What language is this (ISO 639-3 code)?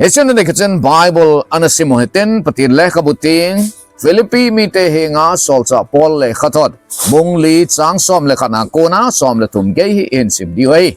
tcz